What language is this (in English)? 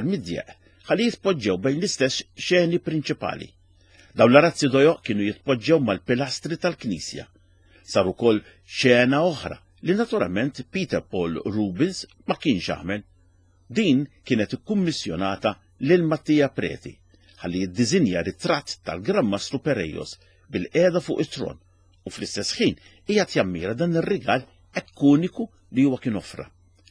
Maltese